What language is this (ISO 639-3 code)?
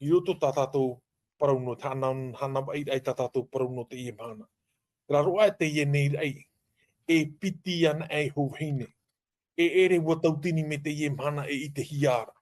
tah